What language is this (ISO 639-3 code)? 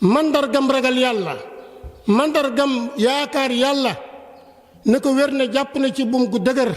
wol